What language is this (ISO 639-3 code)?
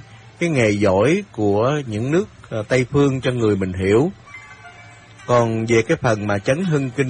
vie